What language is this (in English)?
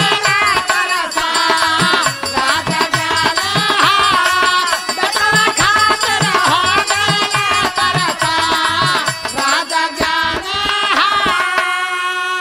Bhojpuri